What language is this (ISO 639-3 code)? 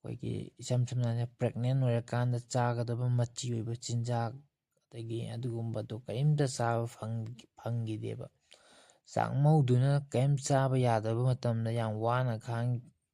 mni